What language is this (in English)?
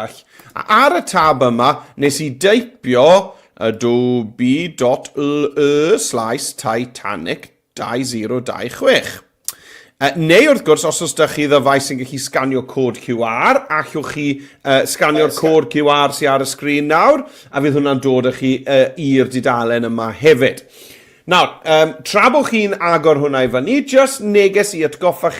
Welsh